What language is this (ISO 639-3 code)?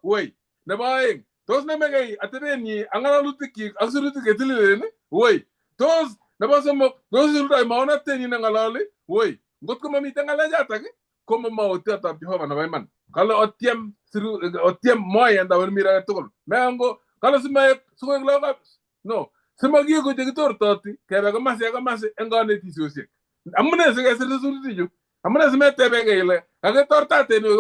kln